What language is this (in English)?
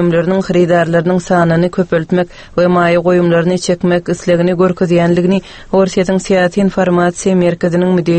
Turkmen